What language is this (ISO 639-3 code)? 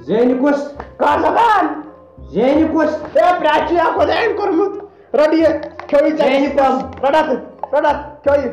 kas